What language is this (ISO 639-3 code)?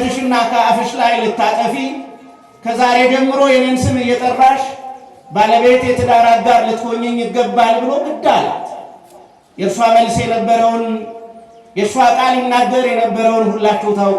amh